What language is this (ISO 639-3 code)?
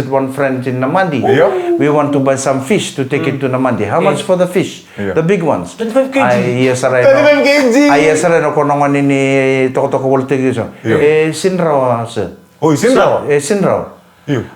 fij